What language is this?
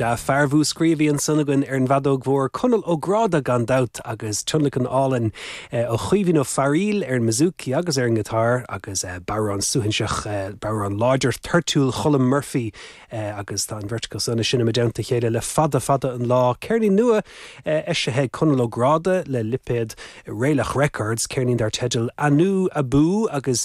Irish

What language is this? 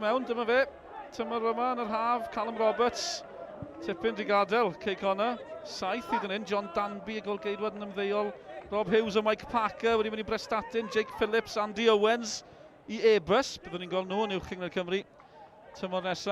Welsh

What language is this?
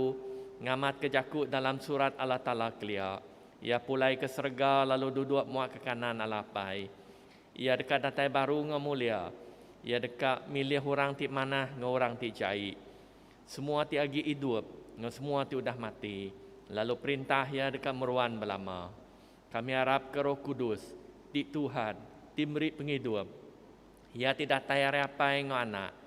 Iban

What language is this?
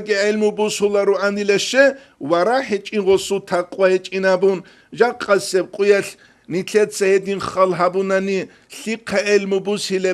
Avaric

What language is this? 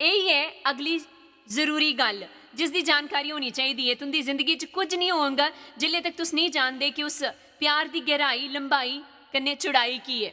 Dogri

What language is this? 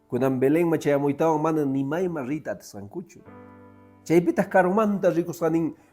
Quechua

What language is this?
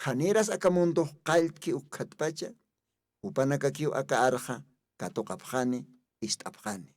Aymara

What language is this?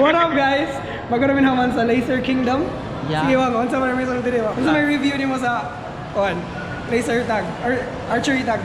Cebuano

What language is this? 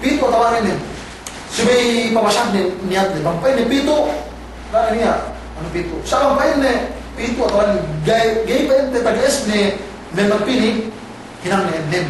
Yakan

